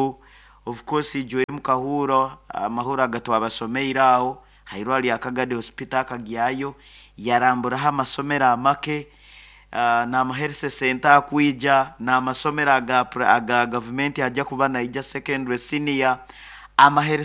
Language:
Nyoro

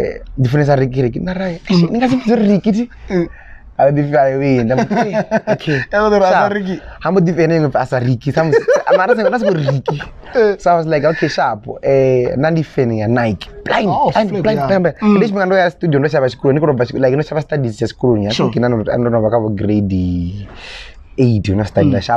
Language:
Venda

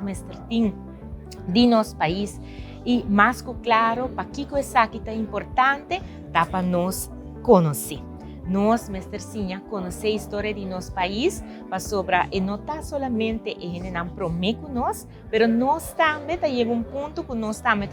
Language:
Papiamento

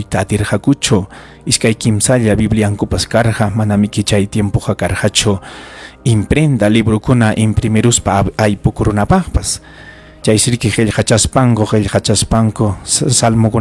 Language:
Ayacucho Quechua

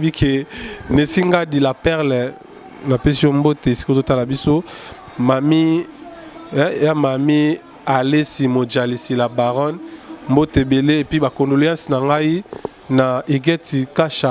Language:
Lingala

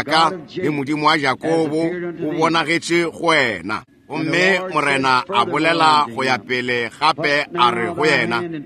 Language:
Northern Sotho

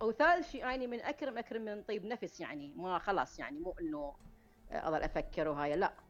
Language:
Mesopotamian Arabic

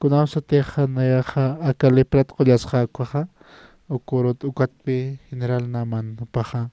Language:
Aymara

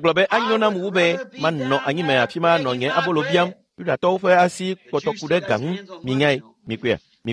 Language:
Ewe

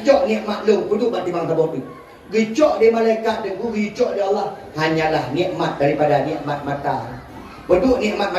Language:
Achinese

